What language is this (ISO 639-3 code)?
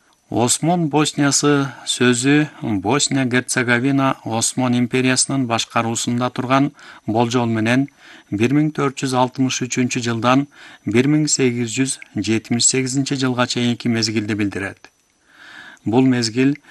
kir